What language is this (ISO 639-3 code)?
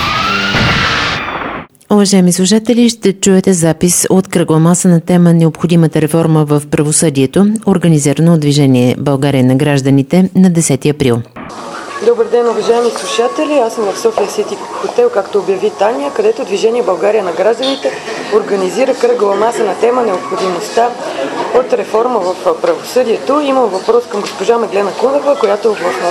bul